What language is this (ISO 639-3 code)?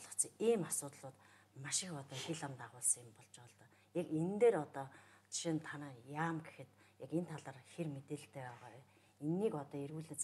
mon